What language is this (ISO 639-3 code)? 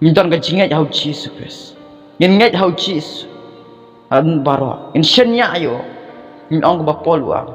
kha